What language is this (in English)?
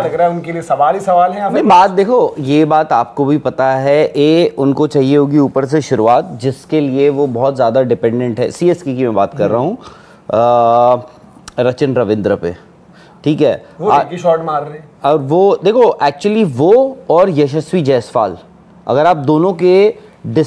Hindi